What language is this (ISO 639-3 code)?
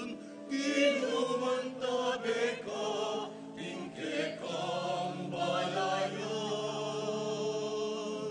pam